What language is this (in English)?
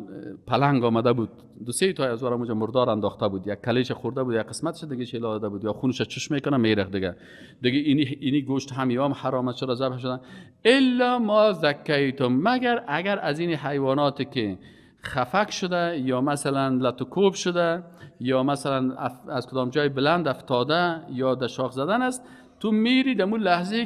Persian